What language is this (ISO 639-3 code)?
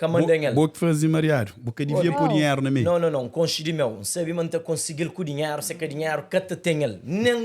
kea